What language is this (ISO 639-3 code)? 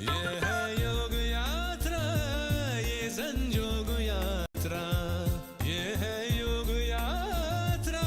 kok